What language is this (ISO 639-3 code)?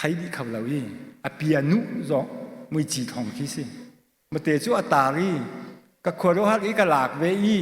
cnh